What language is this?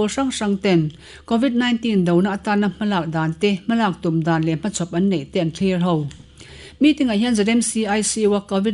Mizo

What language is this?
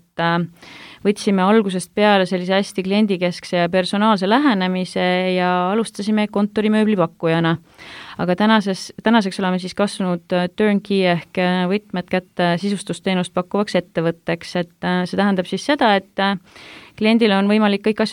Estonian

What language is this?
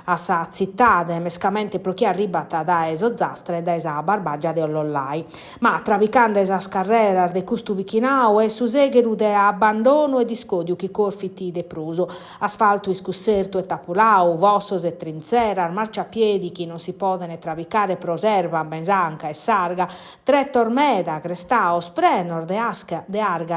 Sardinian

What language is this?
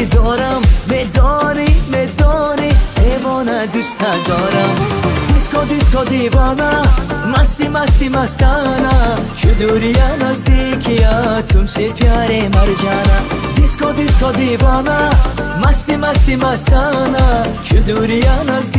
Tajik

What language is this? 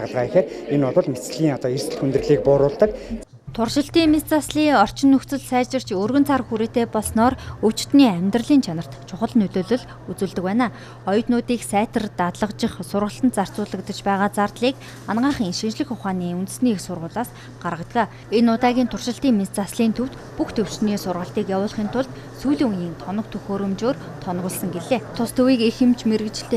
Mongolian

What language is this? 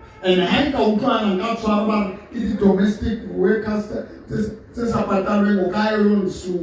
Southern Sotho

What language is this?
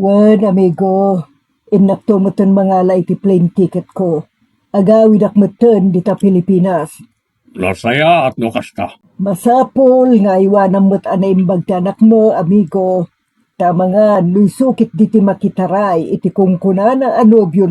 Iloko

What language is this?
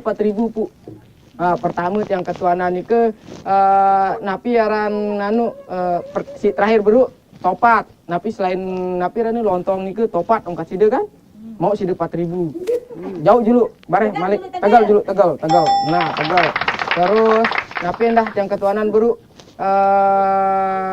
Sasak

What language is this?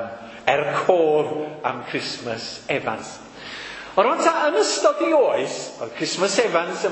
Welsh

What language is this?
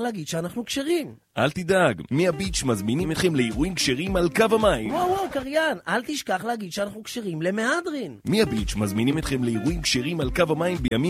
Hebrew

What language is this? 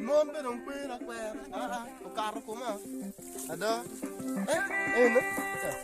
Acoli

